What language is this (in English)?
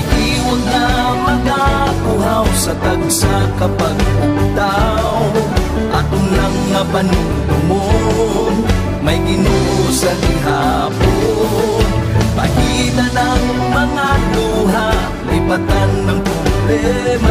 Hiligaynon